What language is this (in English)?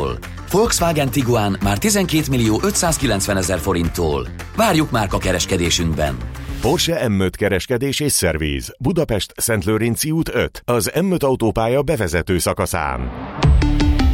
Hungarian